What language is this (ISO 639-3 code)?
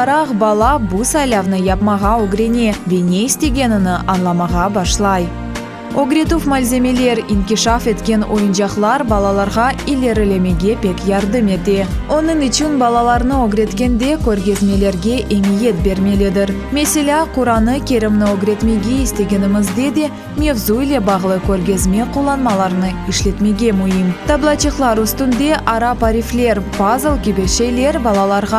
crh